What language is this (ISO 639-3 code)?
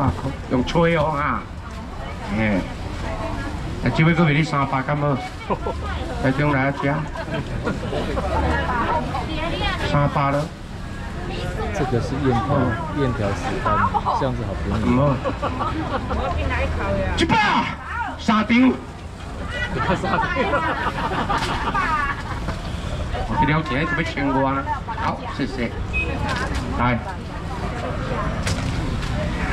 nan